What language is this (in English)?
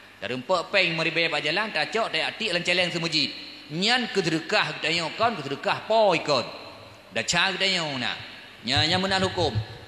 Achinese